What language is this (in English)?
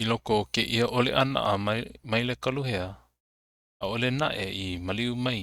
Hawaiian